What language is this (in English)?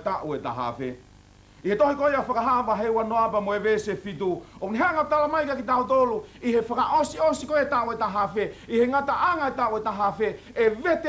Tongan